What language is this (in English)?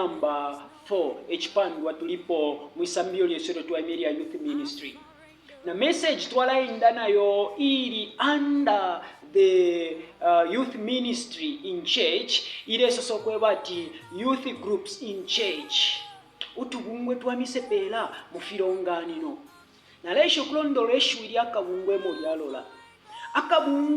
Bemba